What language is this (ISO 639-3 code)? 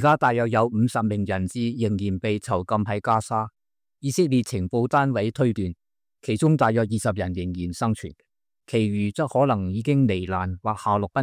yue